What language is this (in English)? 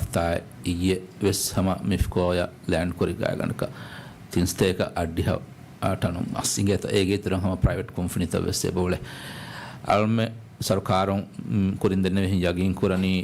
Divehi